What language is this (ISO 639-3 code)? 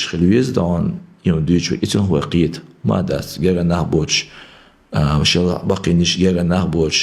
che